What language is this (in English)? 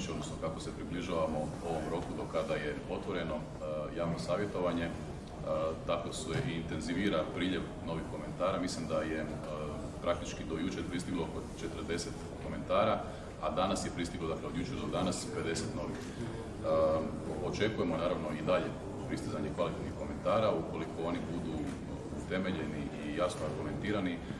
Croatian